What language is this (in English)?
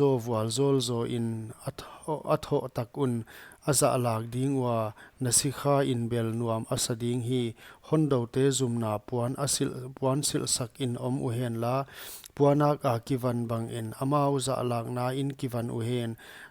Paite Chin